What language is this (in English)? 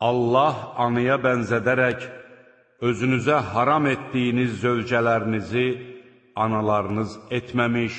Azerbaijani